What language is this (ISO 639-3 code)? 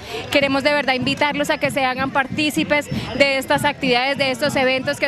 spa